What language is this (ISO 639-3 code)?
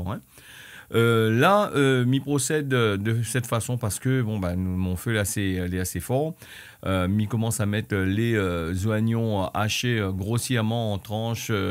rcf